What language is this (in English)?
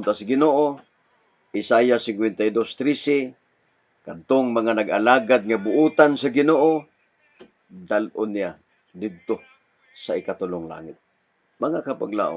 Cebuano